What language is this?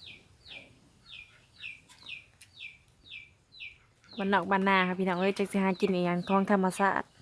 Lao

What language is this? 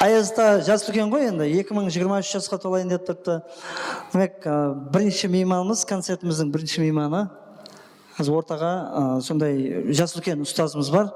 Kara-Kalpak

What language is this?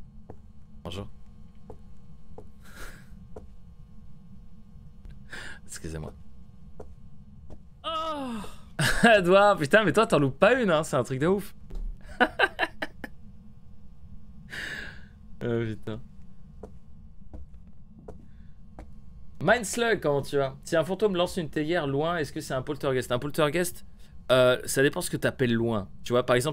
French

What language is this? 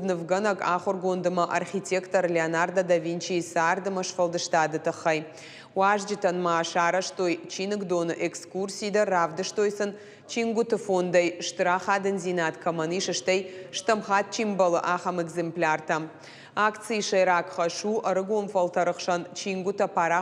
Ossetic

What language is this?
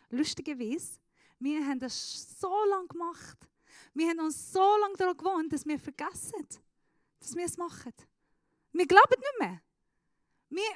Swiss German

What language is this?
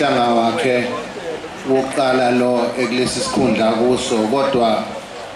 Zulu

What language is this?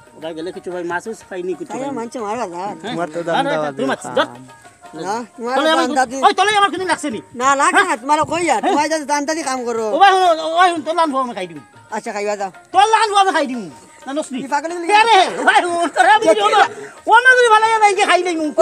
Sylheti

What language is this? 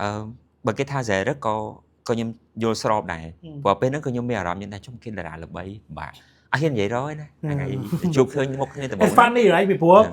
Khmer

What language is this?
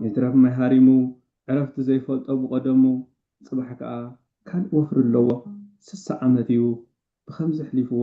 Tigrinya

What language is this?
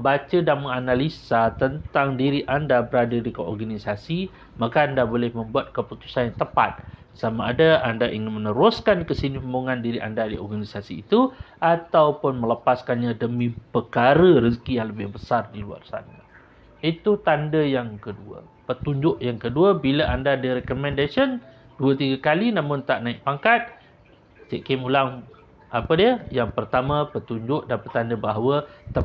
Malay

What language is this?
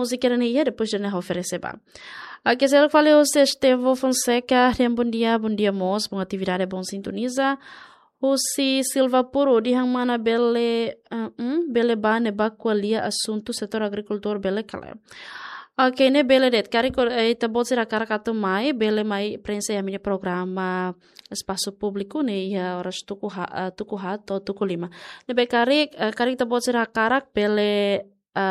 Tetum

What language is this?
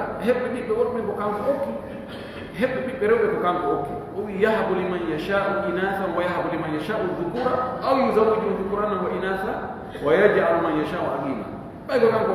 Fula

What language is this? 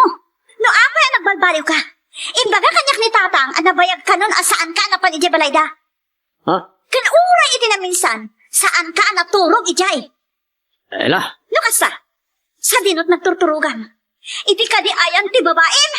Iloko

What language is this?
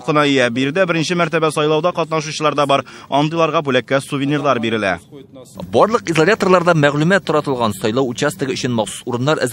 Tatar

